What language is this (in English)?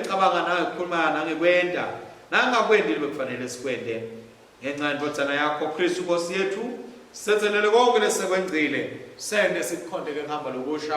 Swati